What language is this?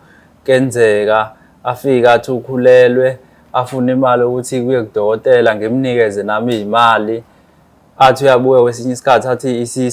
Zulu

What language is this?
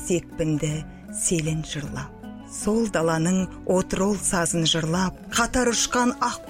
Kazakh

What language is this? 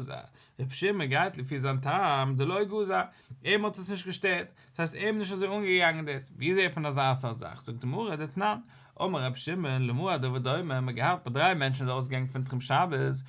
Yiddish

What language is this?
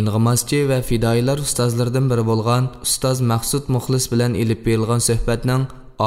Uyghur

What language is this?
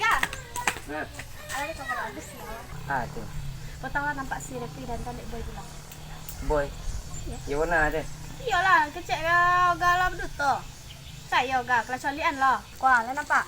Minangkabau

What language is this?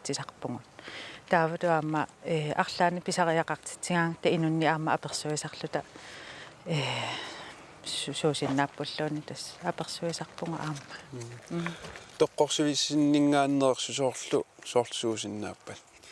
Kalaallisut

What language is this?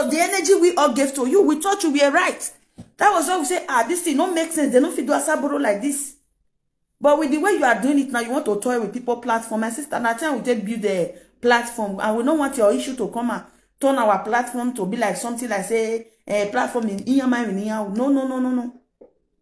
Nigerian Pidgin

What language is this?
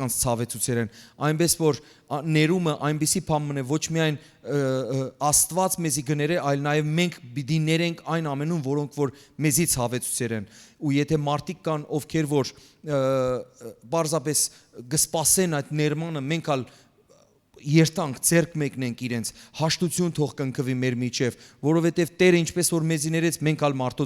Western Armenian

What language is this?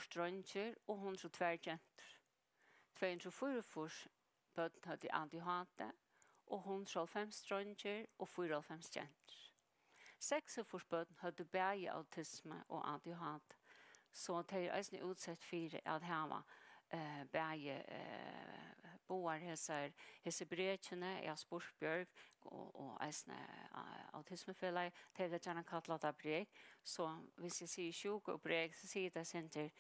Faroese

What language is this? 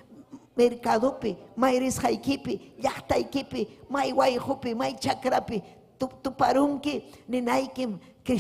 Ayacucho Quechua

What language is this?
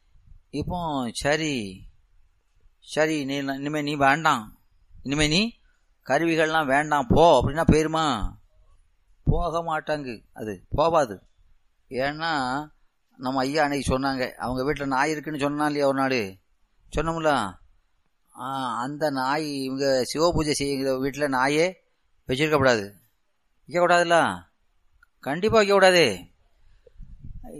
Tamil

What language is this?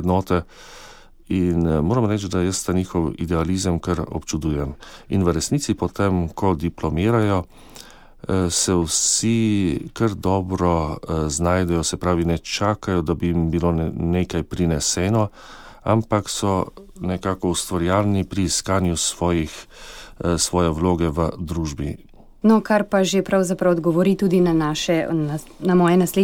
Slovenian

